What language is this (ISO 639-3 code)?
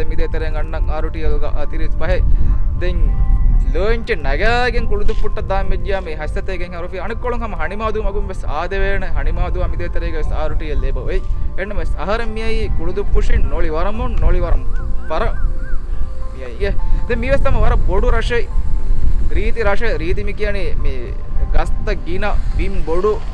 div